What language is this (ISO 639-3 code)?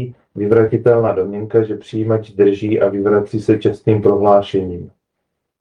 ces